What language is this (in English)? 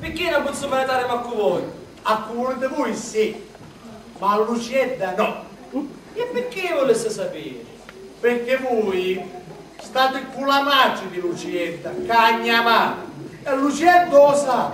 Sicilian